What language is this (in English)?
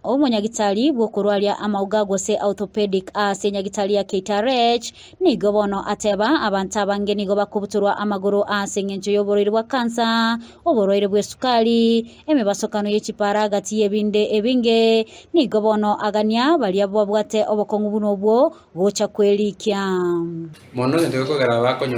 Gusii